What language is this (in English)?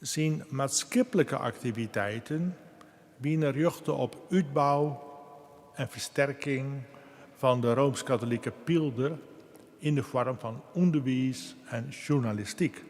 Western Frisian